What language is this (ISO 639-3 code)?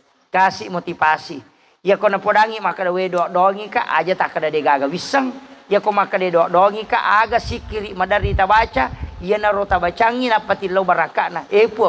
bug